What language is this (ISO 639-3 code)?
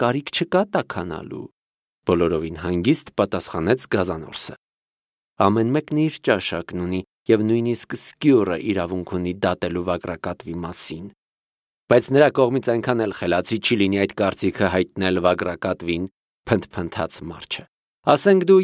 hye